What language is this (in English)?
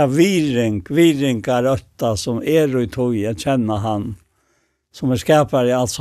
Faroese